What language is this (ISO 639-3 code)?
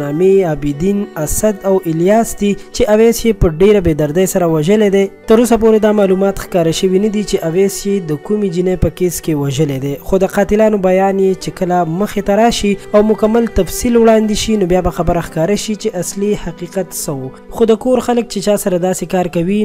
pus